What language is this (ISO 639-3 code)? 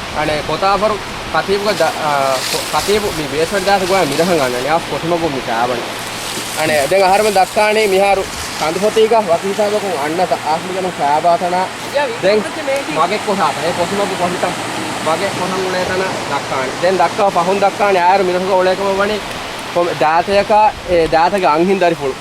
div